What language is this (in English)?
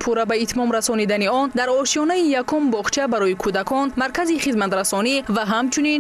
Tajik